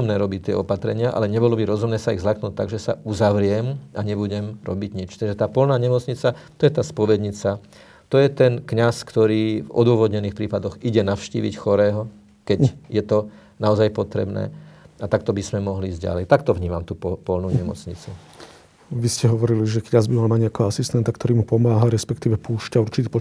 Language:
Slovak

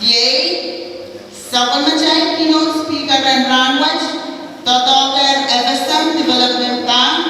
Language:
Pohnpeian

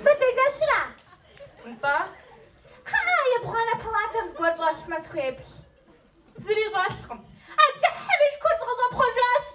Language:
Kabardian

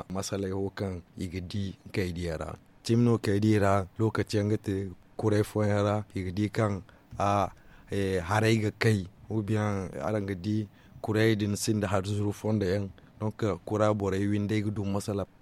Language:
Zarma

